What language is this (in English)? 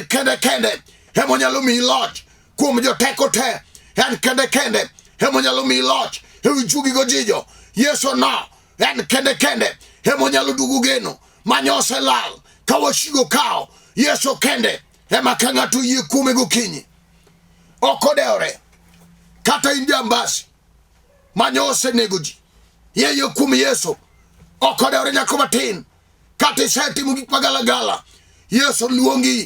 Luo (Kenya and Tanzania)